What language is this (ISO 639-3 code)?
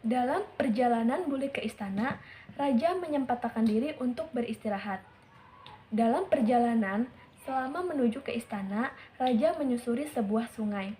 bjn